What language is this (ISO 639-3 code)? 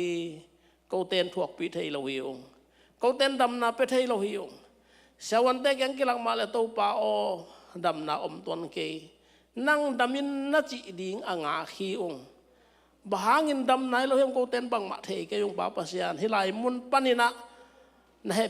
ctd